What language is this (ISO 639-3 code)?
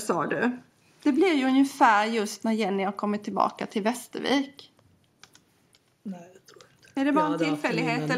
swe